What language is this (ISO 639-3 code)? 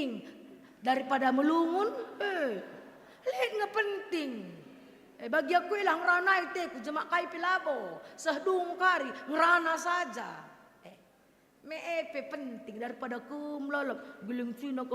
btx